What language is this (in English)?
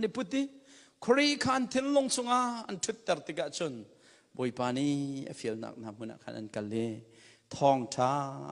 Hakha Chin